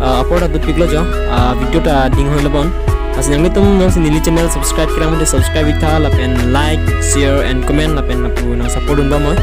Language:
Karbi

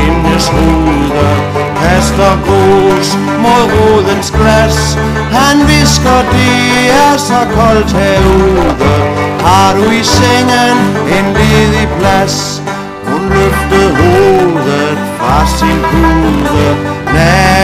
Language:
Danish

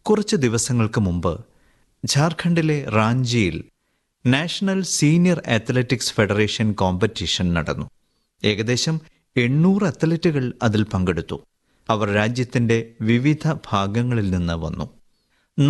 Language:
Malayalam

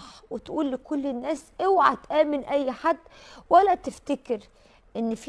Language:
Egyptian Arabic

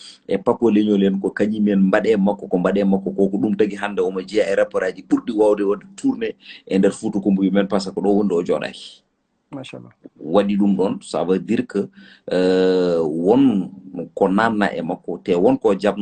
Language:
Fula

